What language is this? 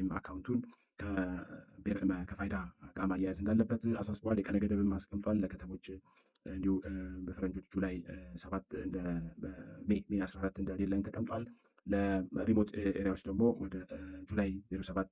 Amharic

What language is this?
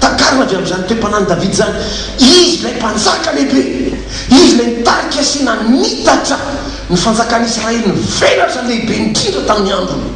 Malagasy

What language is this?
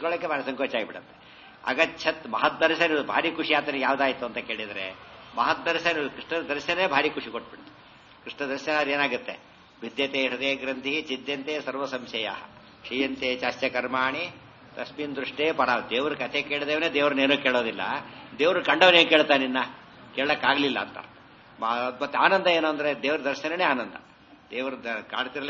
Kannada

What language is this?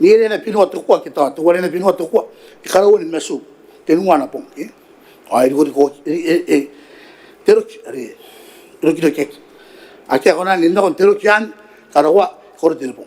Gilbertese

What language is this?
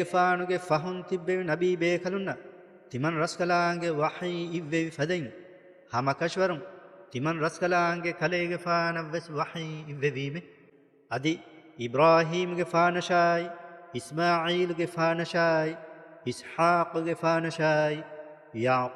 Divehi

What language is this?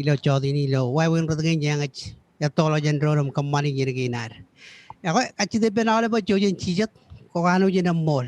Marshallese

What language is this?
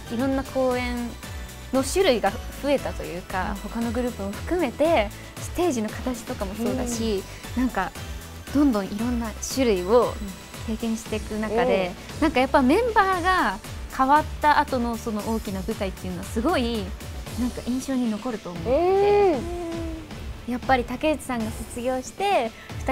Japanese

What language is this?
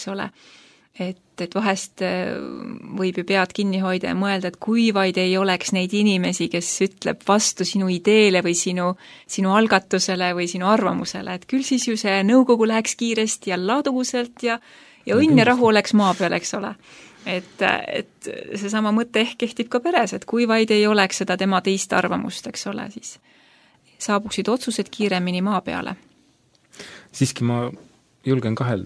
Estonian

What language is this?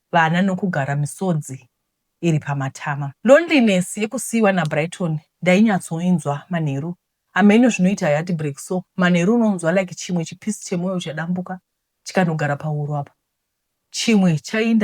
Shona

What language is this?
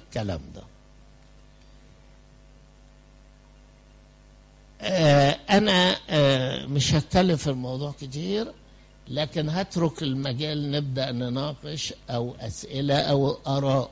Egyptian Arabic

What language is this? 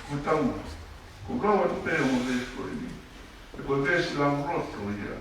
Tongan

